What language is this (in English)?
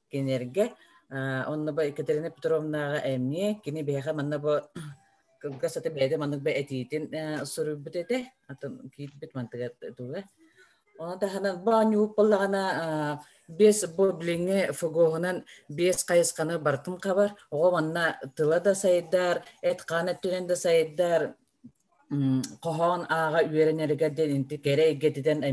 Yakut